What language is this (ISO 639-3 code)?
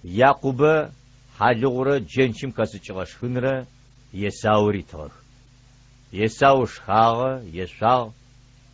ady